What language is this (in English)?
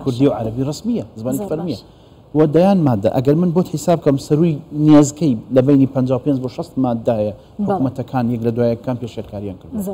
Central Kurdish